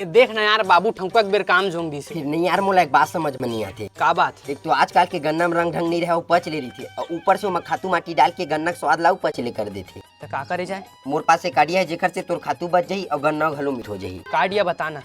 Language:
Chhattisgarhi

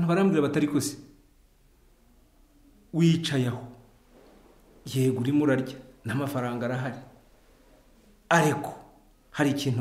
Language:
Kinyarwanda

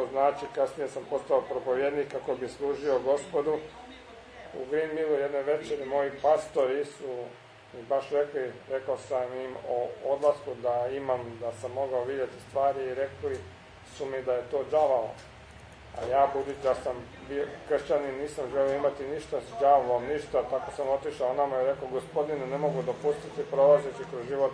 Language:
Croatian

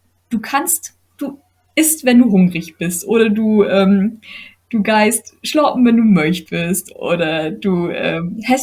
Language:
Low German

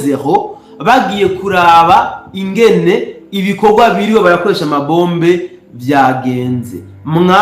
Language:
Rundi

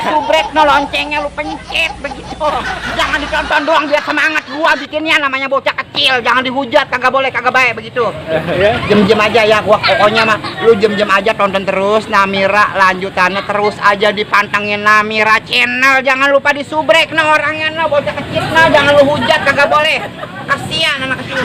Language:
Betawi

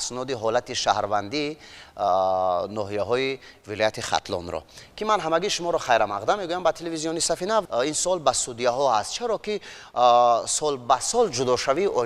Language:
Tajik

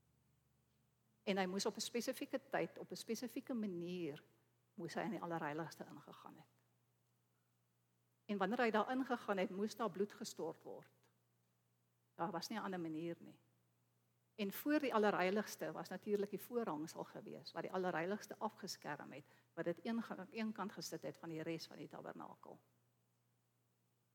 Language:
Afrikaans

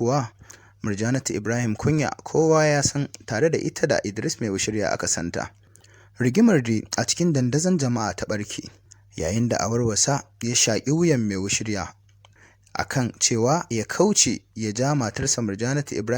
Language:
Hausa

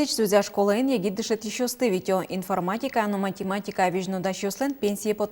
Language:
Udmurt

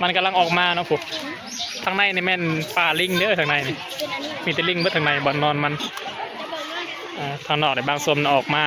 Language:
Lao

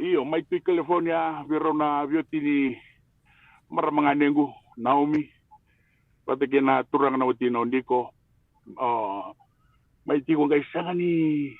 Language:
Fijian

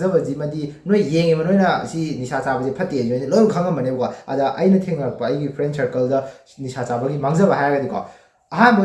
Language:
Manipuri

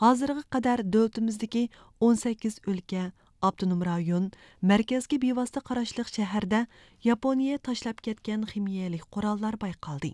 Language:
Uyghur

